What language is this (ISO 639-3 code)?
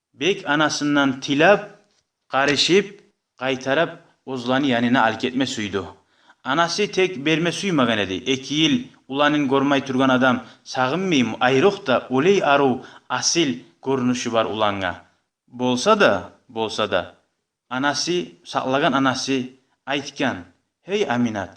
kum